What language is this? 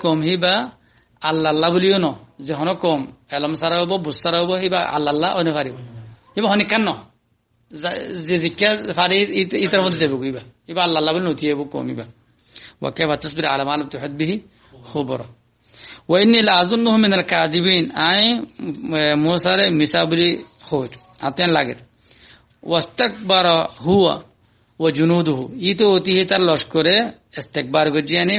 Rohingya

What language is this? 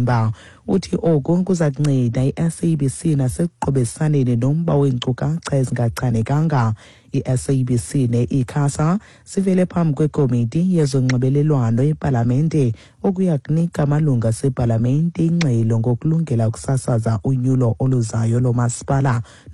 Xhosa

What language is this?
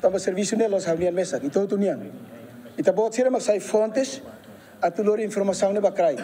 Tetum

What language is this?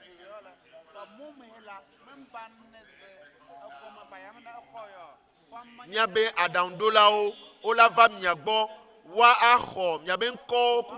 Ewe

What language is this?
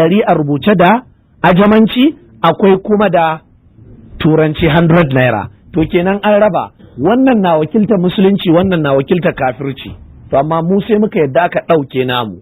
Hausa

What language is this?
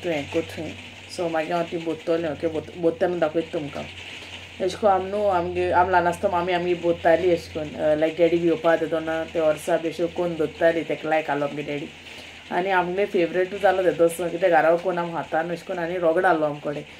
Konkani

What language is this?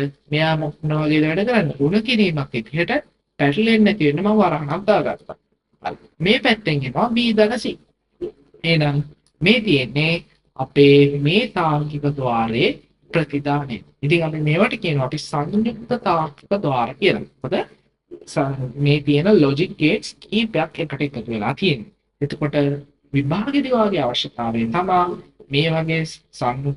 Sinhala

